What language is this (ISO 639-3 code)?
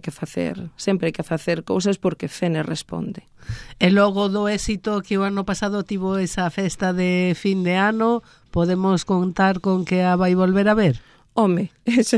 glg